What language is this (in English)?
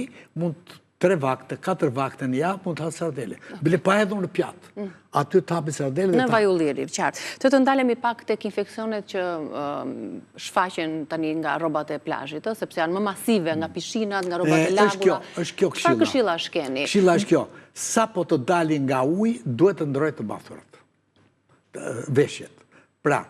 Albanian